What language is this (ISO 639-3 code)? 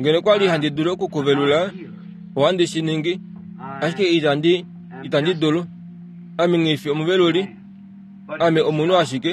kua